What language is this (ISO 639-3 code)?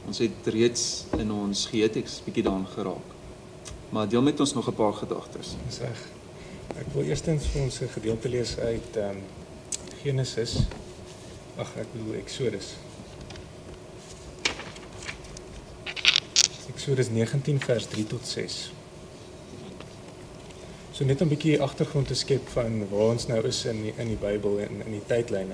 afr